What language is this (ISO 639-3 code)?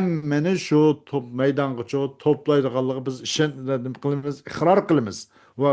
uig